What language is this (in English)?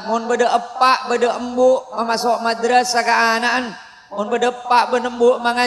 Madurese